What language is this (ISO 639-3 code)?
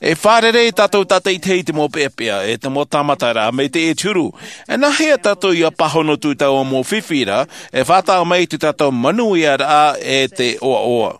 tah